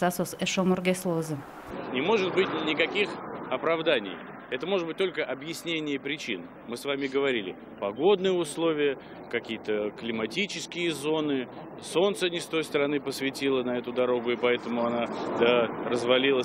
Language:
Udmurt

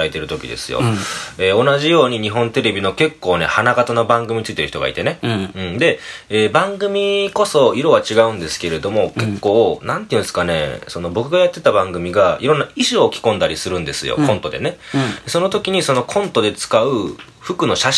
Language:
Japanese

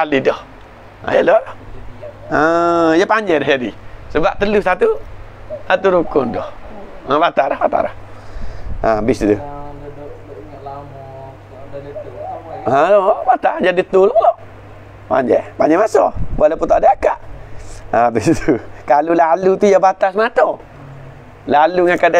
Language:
Malay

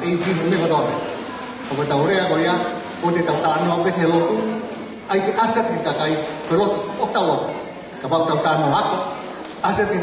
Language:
Tongan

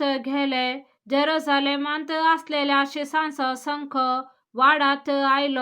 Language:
Konkani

